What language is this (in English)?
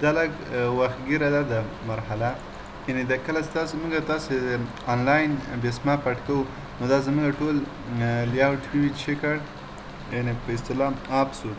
Pashto